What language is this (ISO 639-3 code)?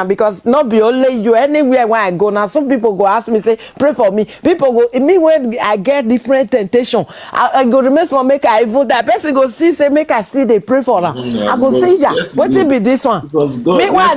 pcm